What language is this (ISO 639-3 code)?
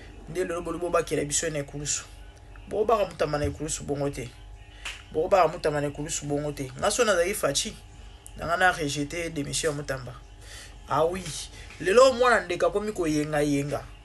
lin